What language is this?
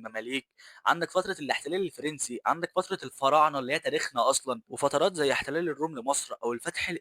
Egyptian Arabic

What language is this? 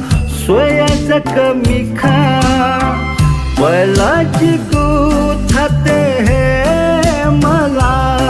Newari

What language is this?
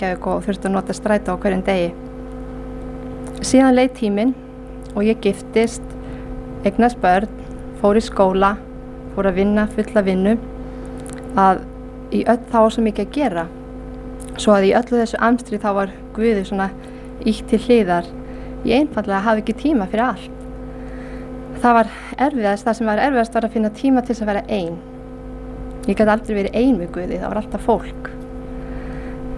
Icelandic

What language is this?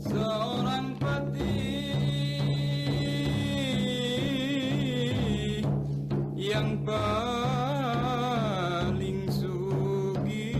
Banjar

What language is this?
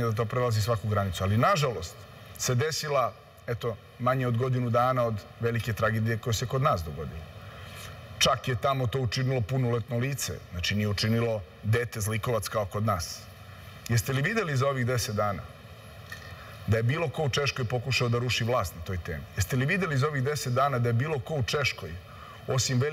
Serbian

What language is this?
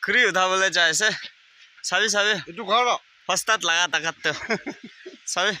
Naga Pidgin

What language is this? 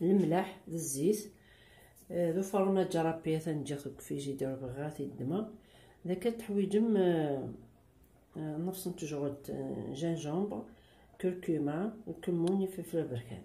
Kabyle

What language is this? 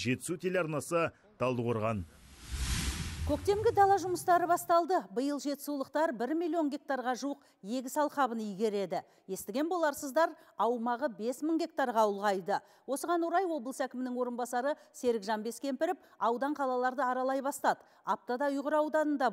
Kazakh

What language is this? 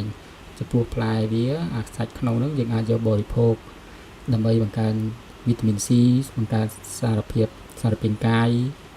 Khmer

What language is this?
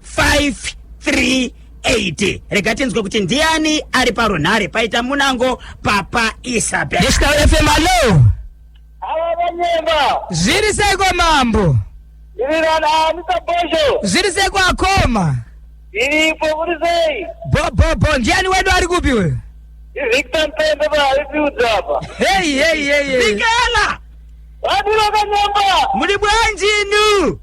Shona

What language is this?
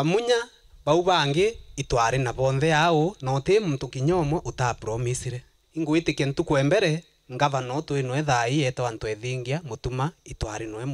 Meru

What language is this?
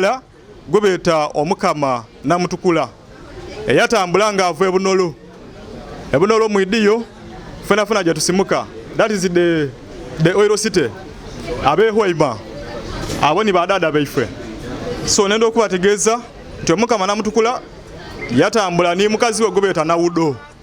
Ganda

